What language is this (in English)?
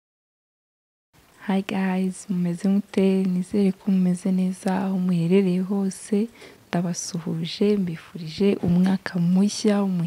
Kinyarwanda